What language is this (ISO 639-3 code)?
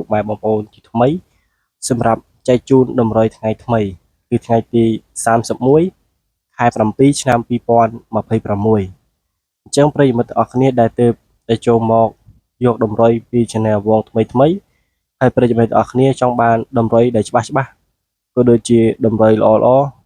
khm